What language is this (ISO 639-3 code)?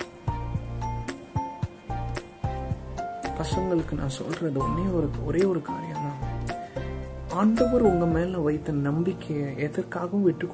tam